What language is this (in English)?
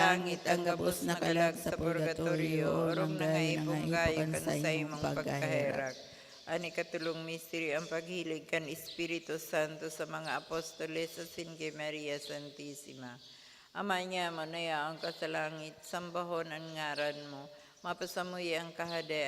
Bikol